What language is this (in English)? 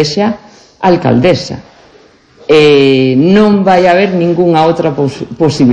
Galician